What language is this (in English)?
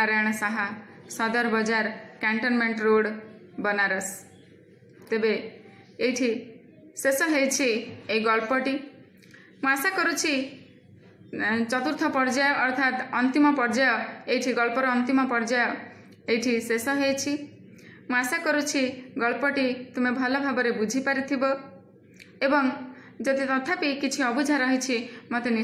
Odia